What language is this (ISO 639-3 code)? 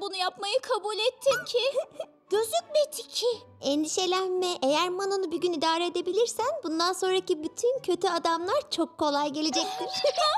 tur